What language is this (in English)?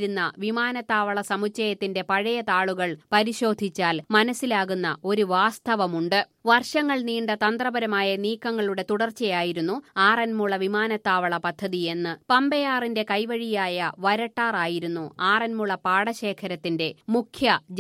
Malayalam